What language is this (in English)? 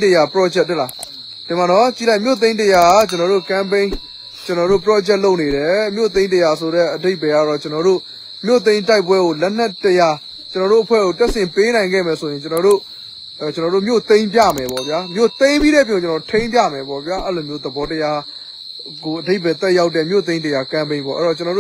Burmese